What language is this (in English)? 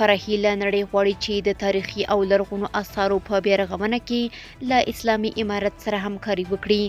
Pashto